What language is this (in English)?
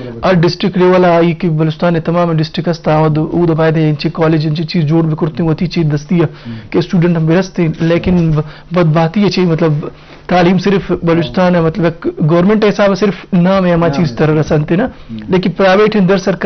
Eastern Balochi